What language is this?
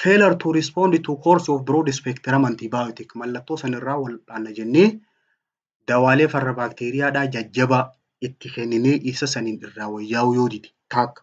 Oromo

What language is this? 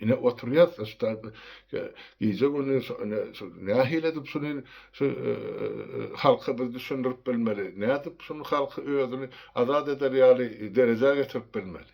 Turkmen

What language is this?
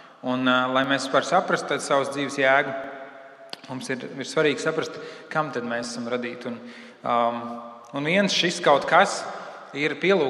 Latvian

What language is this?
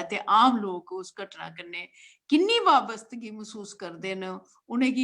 Dogri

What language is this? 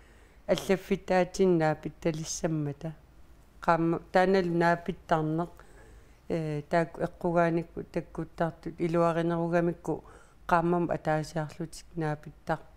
Kalaallisut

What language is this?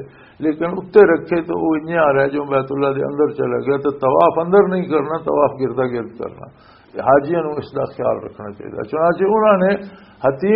Western Panjabi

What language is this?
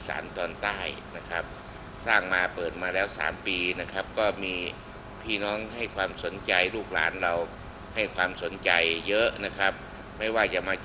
Thai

